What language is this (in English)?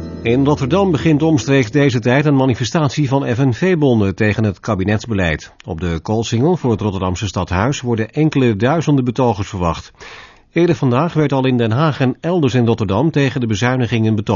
Dutch